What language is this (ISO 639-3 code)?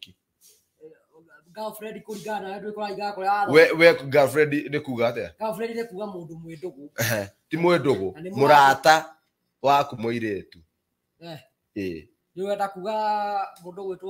kik